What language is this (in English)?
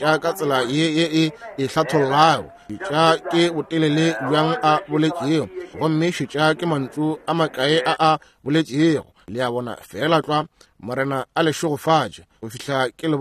Northern Sotho